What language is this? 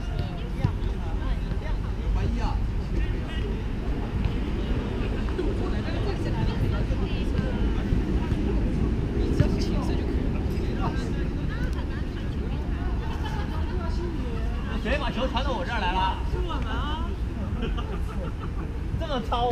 Chinese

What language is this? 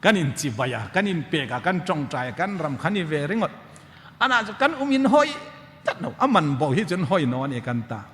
Hmar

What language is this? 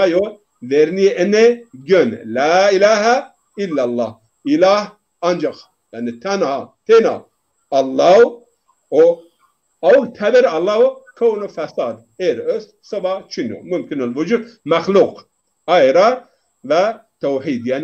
Zaza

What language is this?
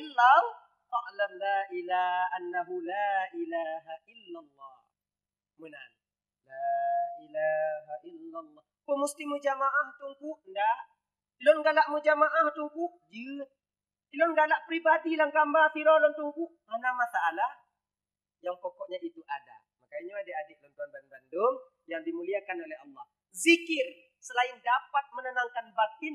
Achinese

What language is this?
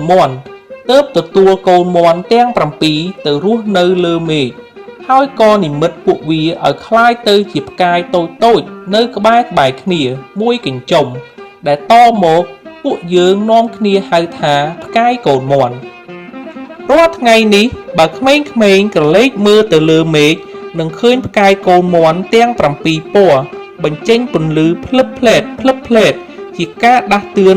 Khmer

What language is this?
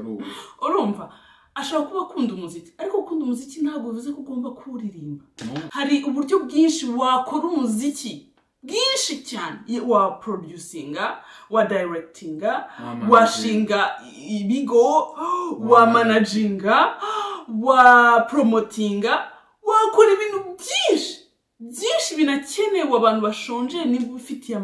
Kinyarwanda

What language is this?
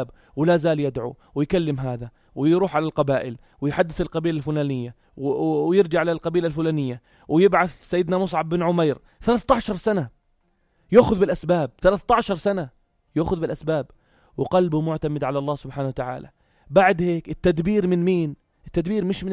North Levantine Arabic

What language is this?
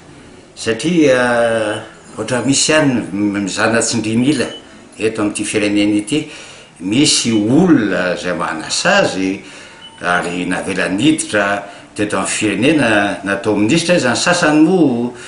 Malagasy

